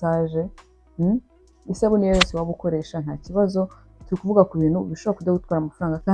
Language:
Kinyarwanda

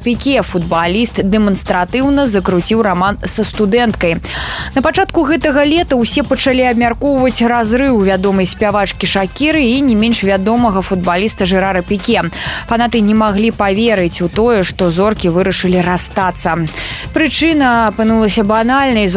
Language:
Belarusian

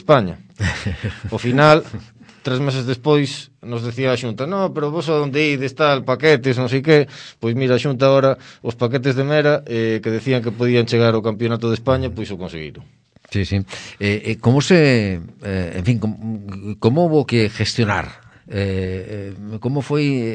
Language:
Galician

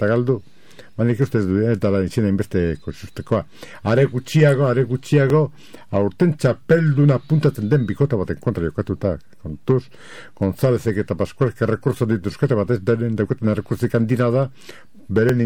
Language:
Basque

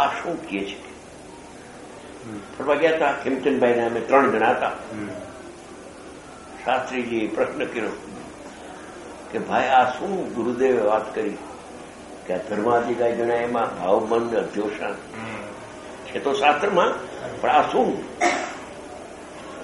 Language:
Gujarati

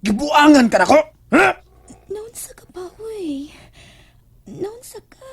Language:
Cebuano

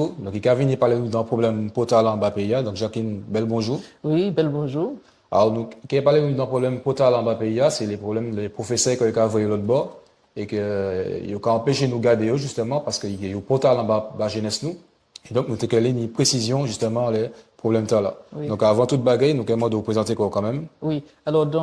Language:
Guadeloupean Creole French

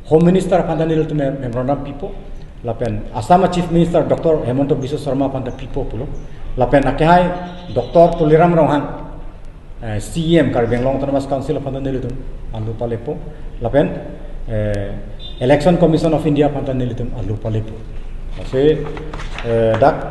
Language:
Karbi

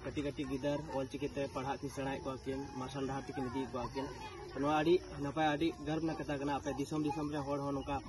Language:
Santali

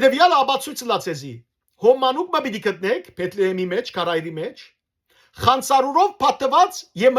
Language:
Western Armenian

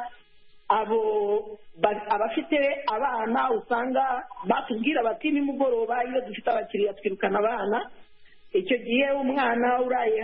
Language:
Kinyarwanda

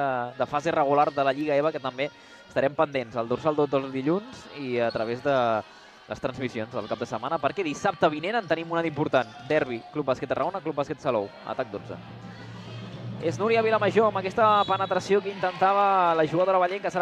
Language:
Catalan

